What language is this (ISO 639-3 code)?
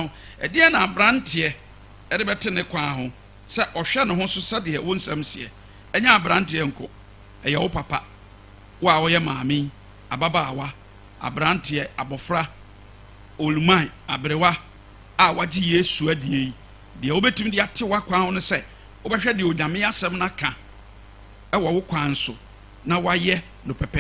aka